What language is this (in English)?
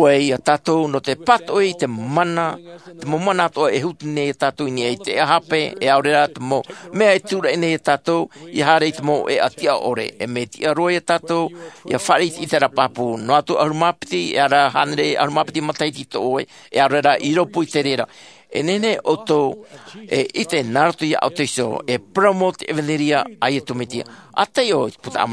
Tahitian